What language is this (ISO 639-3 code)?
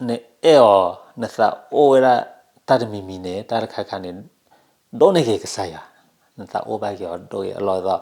ksw